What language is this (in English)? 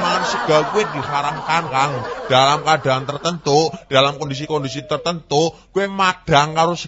Javanese